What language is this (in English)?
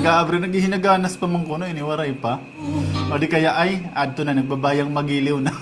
Waray